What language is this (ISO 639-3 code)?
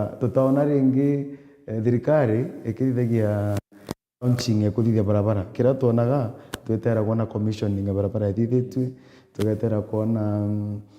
mer